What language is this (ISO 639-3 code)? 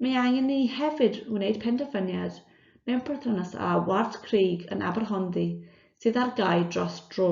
cym